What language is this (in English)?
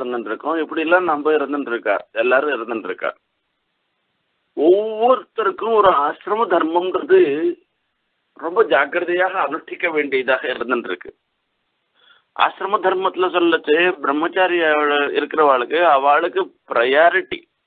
Tamil